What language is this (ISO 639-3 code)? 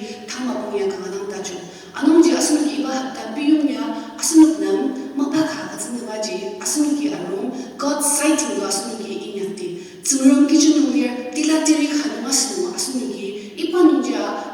njo